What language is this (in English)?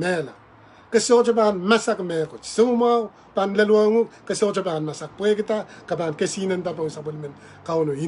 Pohnpeian